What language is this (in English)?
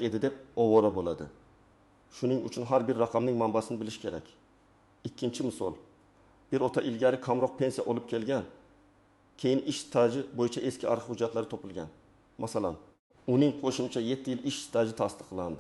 Uzbek